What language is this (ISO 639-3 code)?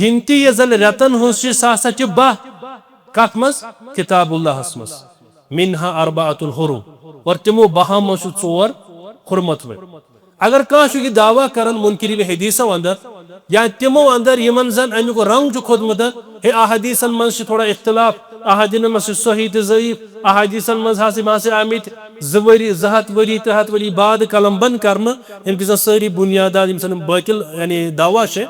kas